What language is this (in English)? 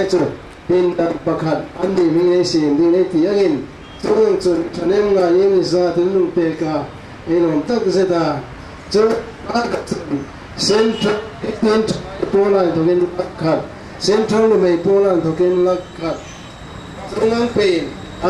Hmar